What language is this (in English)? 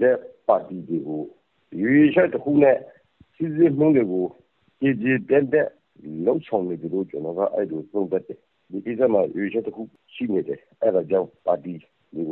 Burmese